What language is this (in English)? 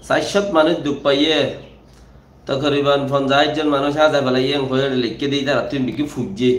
Rohingya